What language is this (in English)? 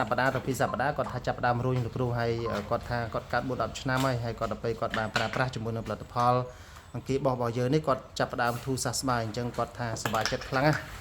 Khmer